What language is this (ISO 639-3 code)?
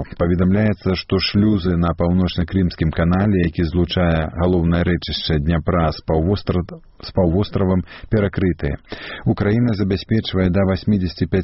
bel